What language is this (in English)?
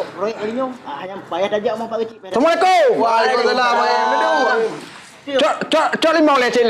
Achinese